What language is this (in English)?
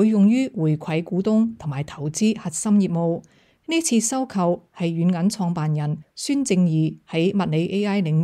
Cantonese